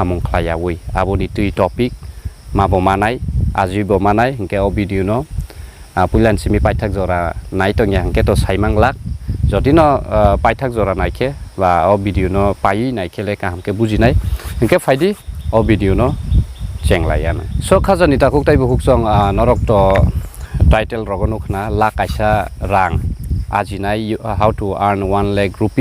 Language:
Kok Borok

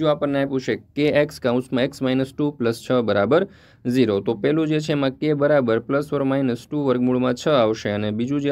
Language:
Gujarati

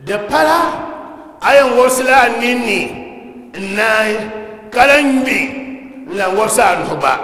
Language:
Dagbani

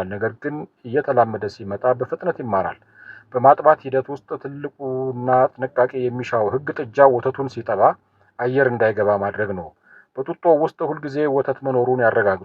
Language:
Amharic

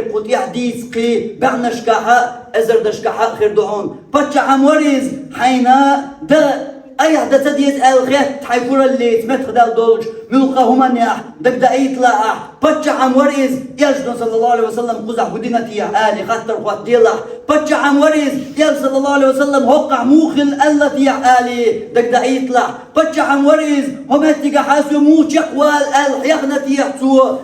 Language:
Chechen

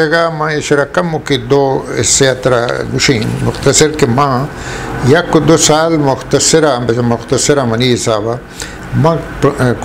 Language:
Eastern Balochi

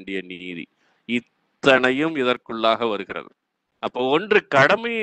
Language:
Tamil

